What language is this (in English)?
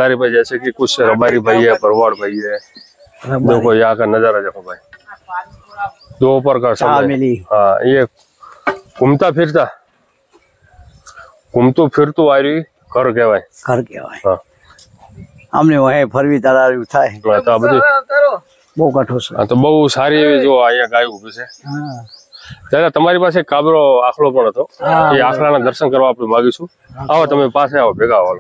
Gujarati